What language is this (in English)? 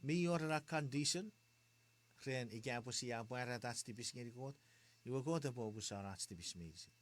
Chuukese